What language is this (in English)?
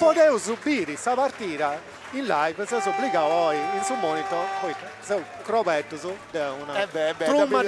Sardinian